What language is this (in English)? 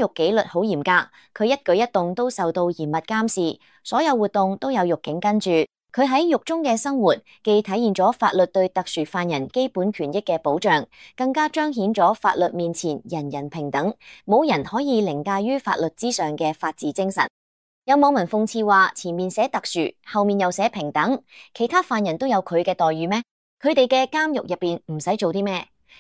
Cantonese